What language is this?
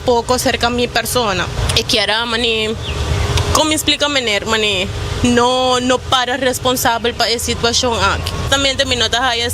Papiamento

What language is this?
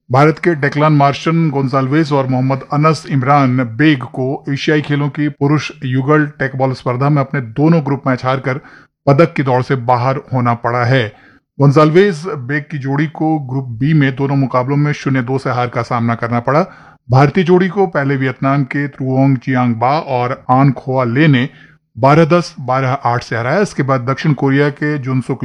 Hindi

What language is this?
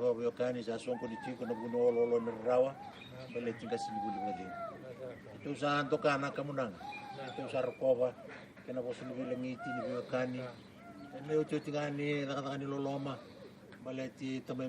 Fijian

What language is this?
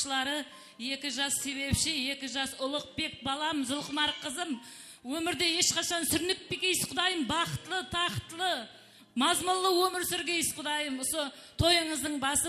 Kara-Kalpak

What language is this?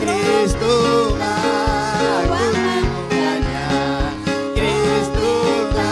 Ayacucho Quechua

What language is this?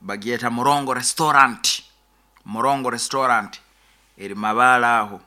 Nyoro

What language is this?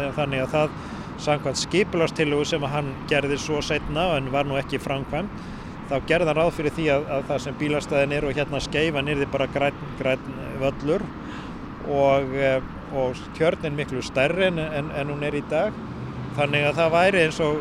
Icelandic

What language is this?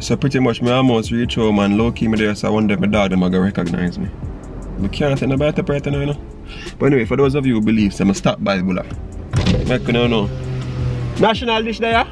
Jamaican Creole English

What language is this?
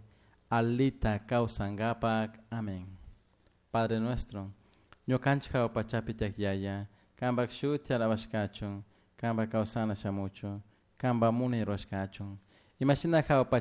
Chimborazo Highland Quichua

